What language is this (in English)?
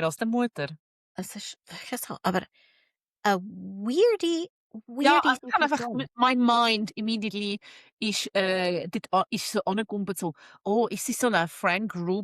Swiss German